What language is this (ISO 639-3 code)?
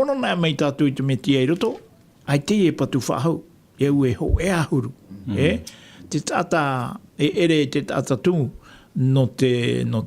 tah